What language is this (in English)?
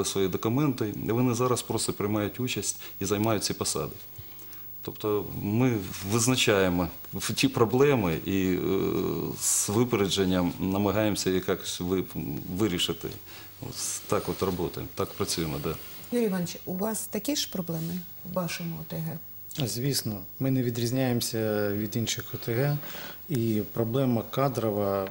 Ukrainian